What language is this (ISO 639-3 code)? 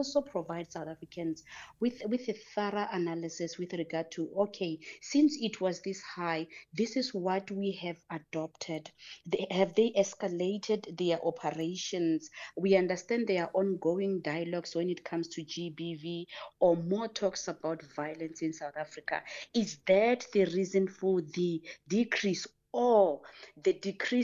eng